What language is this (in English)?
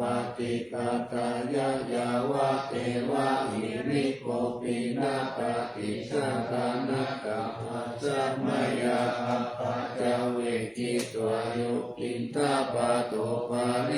Pali